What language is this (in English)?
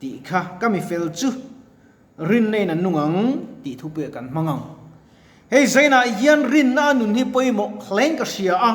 Mizo